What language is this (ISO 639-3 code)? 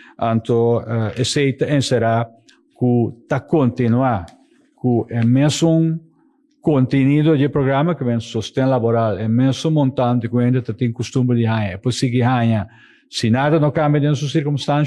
pap